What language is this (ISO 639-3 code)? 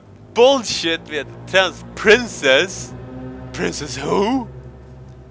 fao